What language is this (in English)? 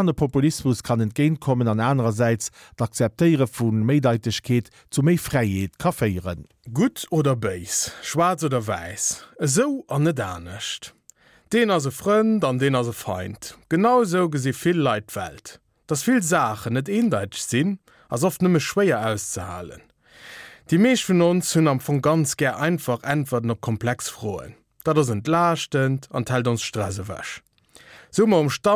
Luxembourgish